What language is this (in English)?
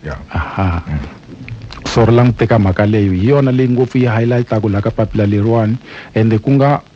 Tsonga